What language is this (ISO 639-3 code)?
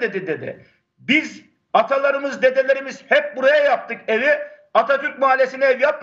tur